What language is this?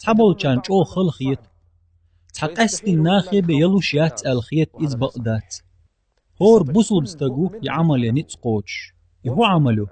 Chechen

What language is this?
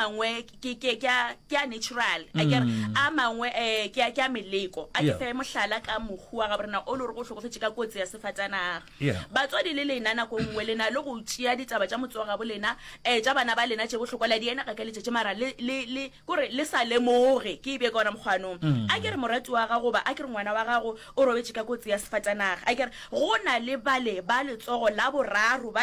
Northern Sotho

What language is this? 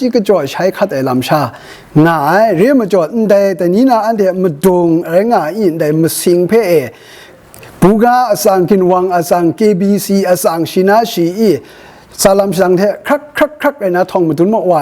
Kachin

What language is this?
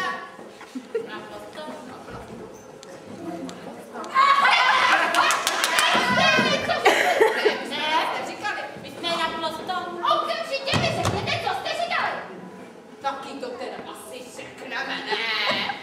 Czech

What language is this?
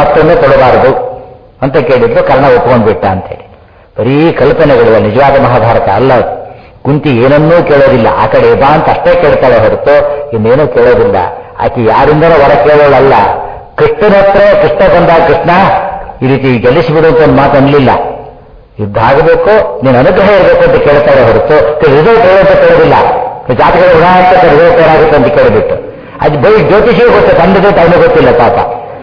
Kannada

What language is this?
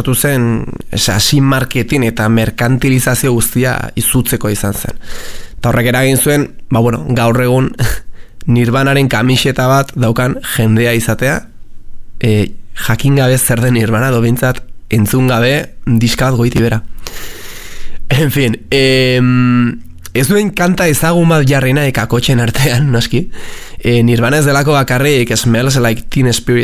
Basque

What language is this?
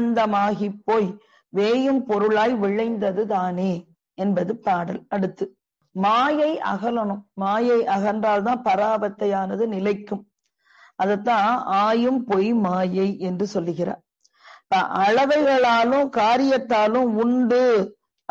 Tamil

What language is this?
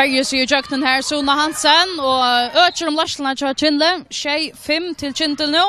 Faroese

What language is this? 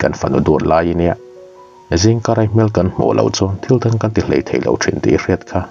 Mizo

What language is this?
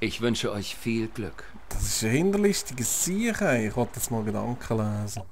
Swiss German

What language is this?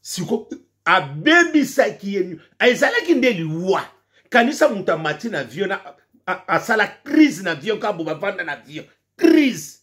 Lingala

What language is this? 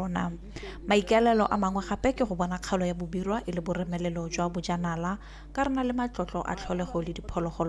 Tswana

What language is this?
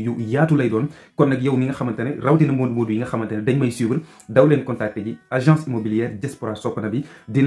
Wolof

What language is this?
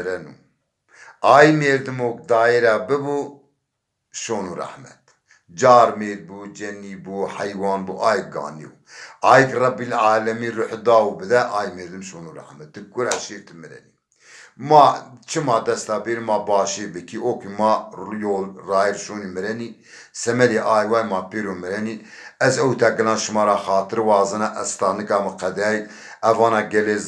Zaza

